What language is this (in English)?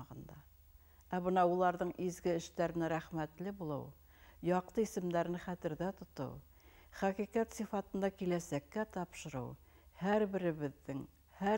Bashkir